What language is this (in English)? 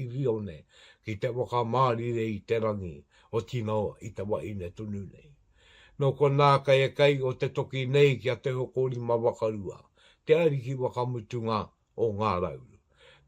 Māori